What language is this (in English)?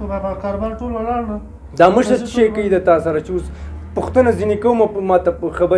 Pashto